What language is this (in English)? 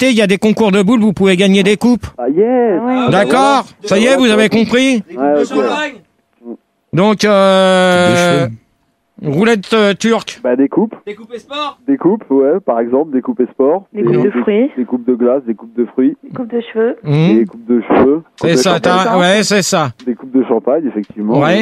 French